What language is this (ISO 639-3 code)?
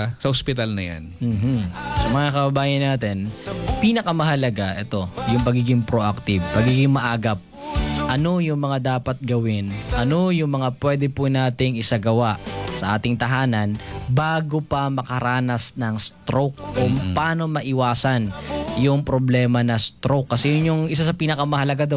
fil